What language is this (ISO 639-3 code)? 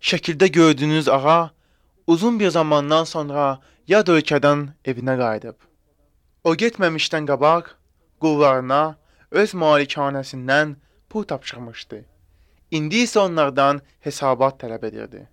aze